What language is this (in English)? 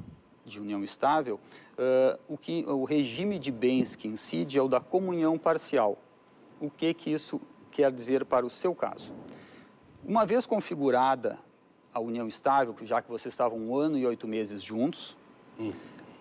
Portuguese